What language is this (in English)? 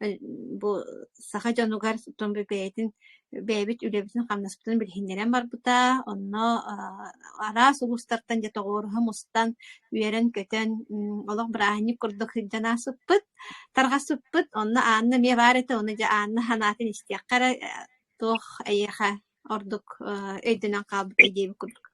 Yakut